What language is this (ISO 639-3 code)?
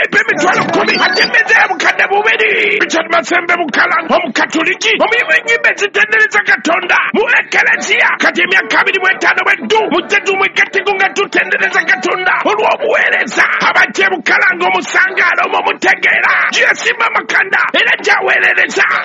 lug